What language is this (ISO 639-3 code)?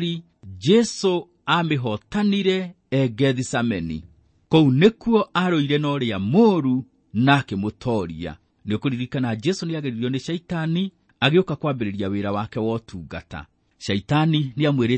kik